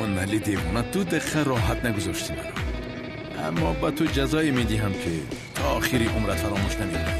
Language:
Tajik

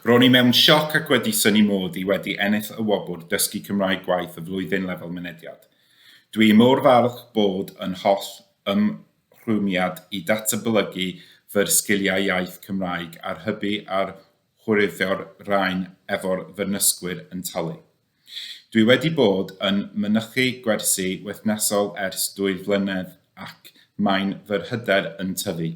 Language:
Welsh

